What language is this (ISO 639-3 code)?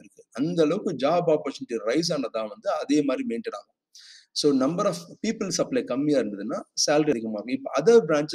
tam